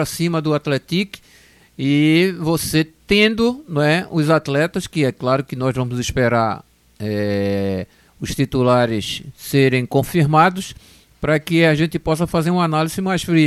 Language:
Portuguese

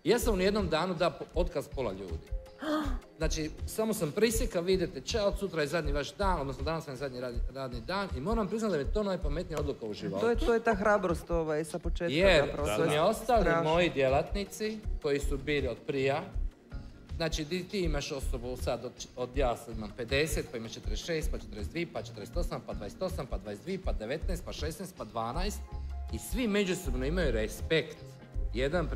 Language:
Croatian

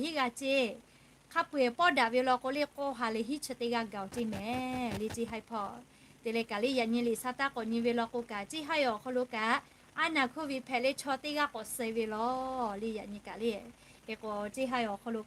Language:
Lahu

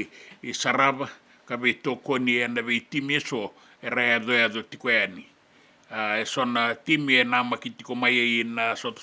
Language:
Fijian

